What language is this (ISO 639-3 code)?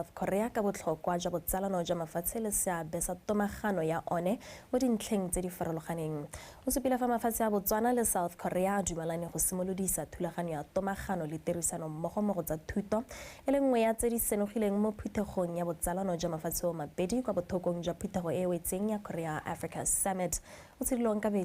tsn